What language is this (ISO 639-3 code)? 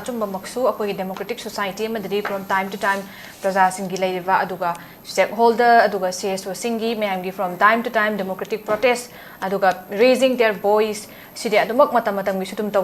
mni